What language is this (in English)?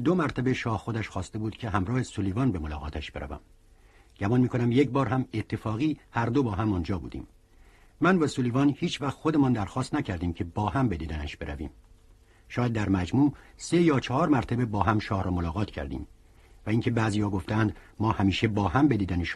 Persian